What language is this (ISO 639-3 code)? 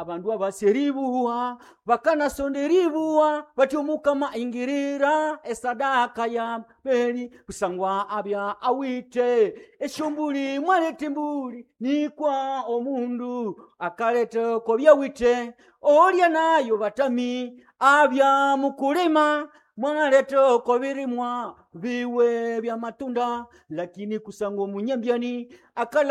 nnb